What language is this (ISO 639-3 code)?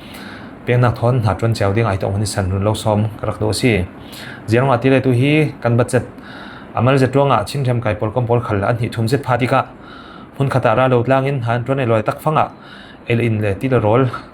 cfm